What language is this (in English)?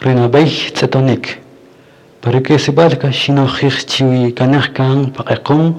Kaqchikel